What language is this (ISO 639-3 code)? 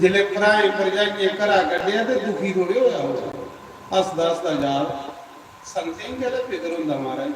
doi